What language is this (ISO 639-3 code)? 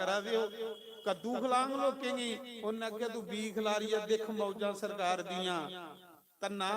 doi